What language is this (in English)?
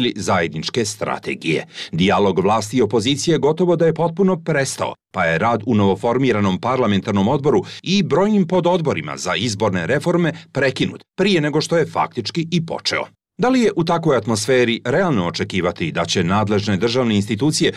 Bosnian